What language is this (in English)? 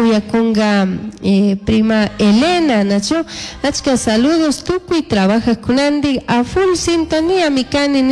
Chimborazo Highland Quichua